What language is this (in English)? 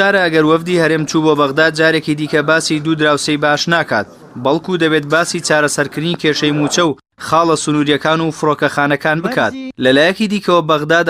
Central Kurdish